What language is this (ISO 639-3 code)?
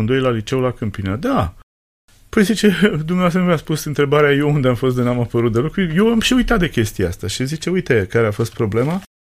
ron